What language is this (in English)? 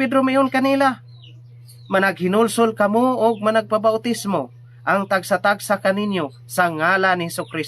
Cebuano